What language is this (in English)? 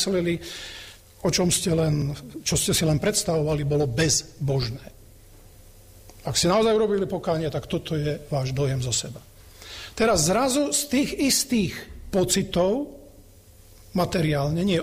Slovak